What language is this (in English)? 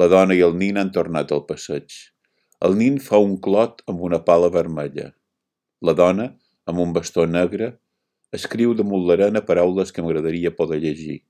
Catalan